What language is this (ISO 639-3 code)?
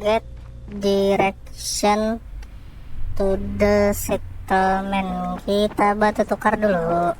bjn